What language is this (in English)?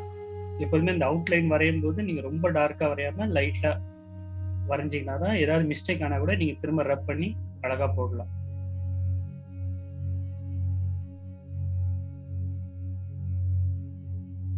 Tamil